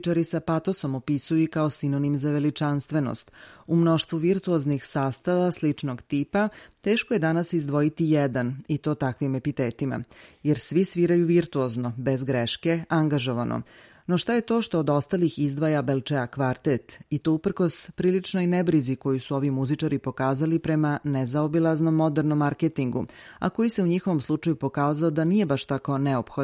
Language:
Serbian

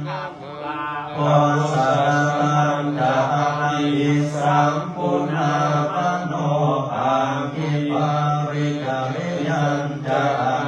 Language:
Pali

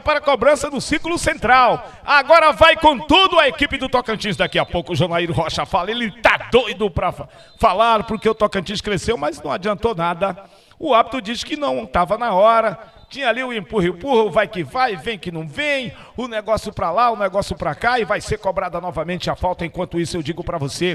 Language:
Portuguese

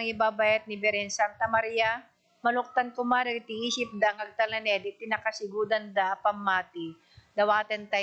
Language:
Iloko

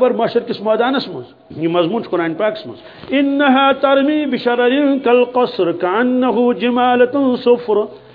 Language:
Kashmiri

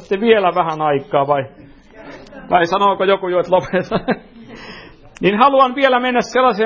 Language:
Finnish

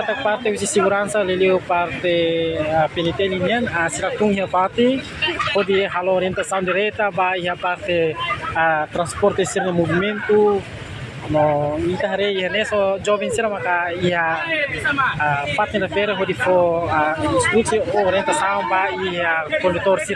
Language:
Tetum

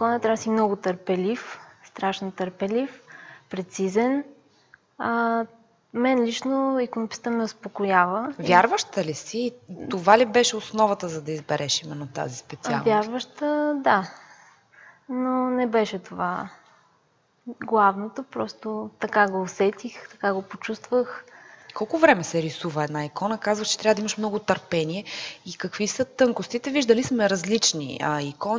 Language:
Bulgarian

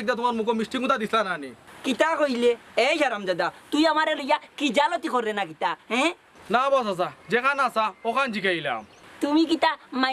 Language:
Sylheti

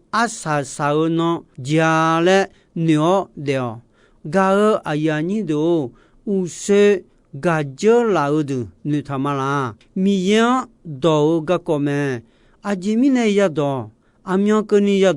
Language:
Akha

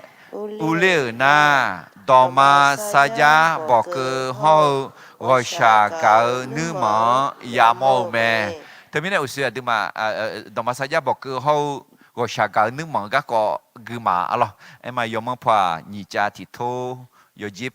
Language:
Akha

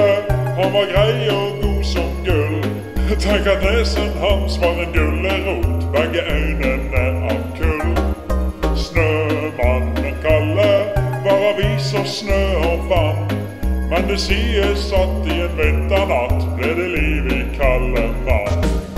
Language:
Norwegian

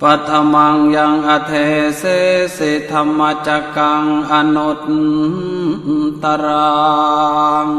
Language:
Pali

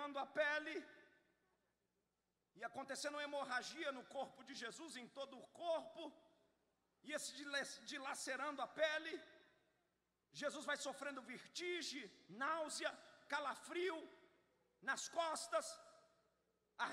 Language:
Portuguese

